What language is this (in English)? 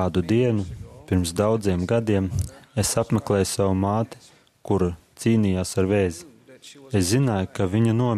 Latvian